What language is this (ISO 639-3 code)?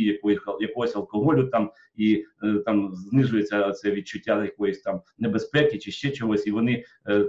ukr